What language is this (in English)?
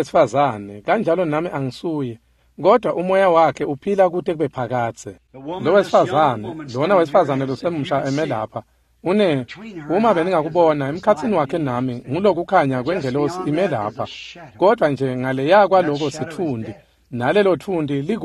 Swati